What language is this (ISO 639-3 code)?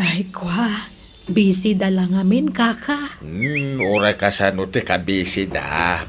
ilo